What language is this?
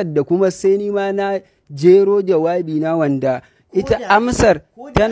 Hausa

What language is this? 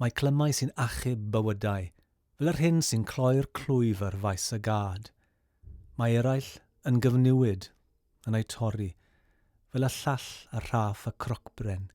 Welsh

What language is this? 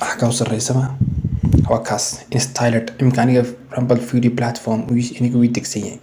Somali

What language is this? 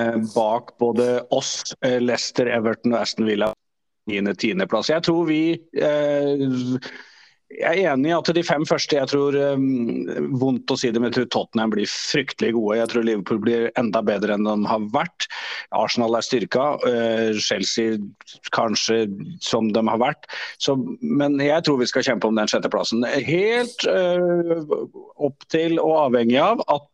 Norwegian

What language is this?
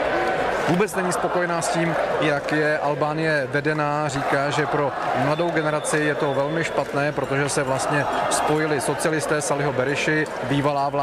Czech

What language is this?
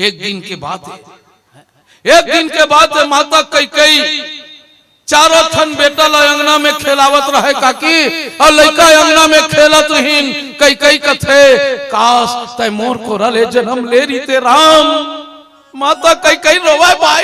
Chhattisgarhi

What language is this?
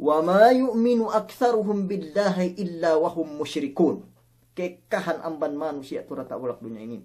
Yakan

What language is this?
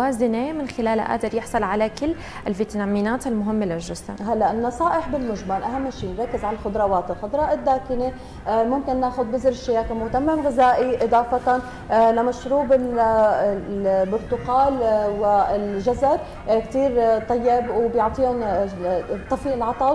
North Levantine Arabic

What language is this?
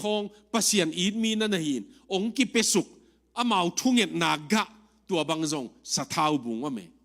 Tedim Chin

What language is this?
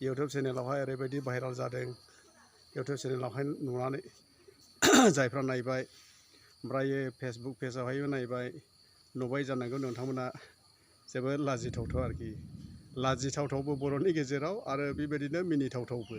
Bodo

